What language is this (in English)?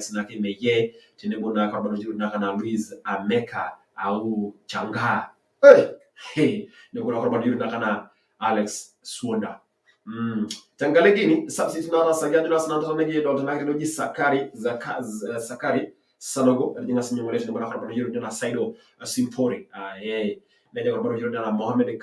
Masai